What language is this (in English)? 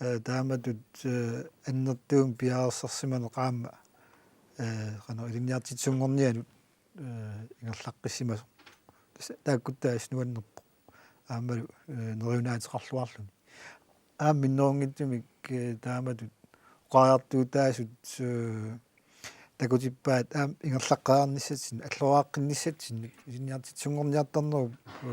Kalaallisut